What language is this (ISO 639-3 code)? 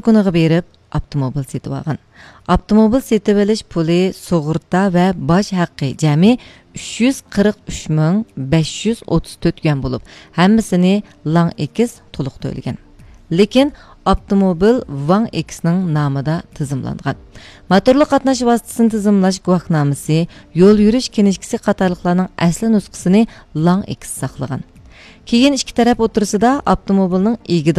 uig